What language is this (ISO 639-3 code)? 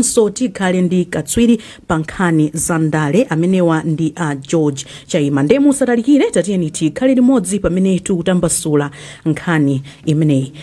nya